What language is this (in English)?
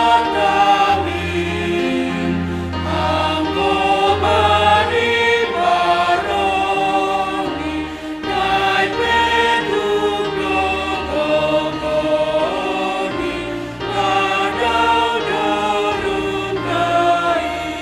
Batak Simalungun